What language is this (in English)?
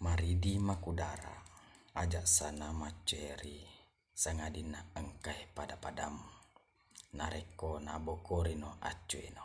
Buginese